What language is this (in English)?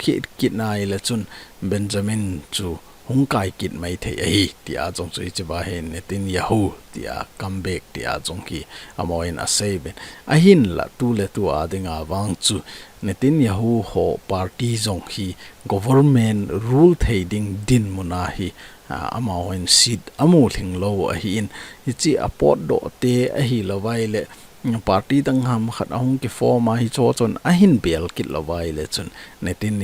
Thado Chin